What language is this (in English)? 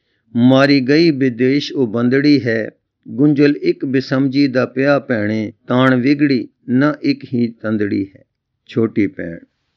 Punjabi